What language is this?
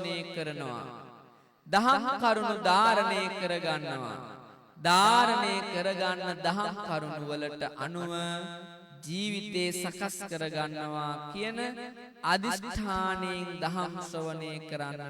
Sinhala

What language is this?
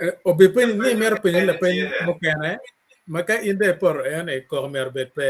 Acoli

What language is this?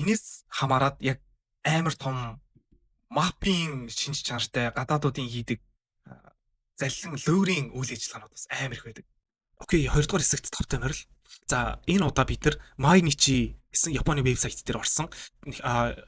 Mongolian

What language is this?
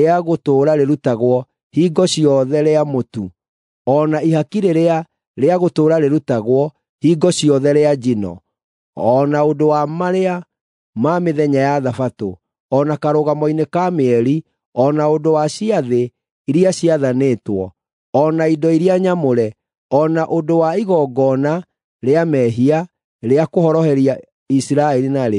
Kikuyu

